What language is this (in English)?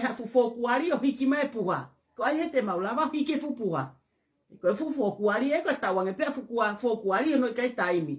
Tongan